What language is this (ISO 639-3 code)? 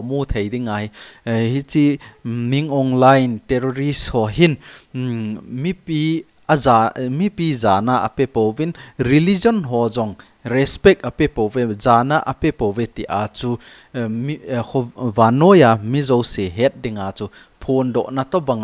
tcz